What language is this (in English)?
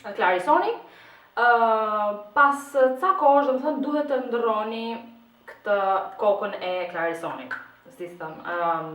Albanian